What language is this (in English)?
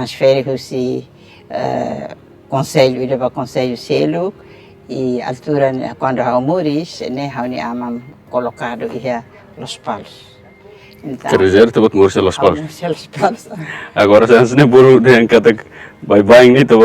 Tetum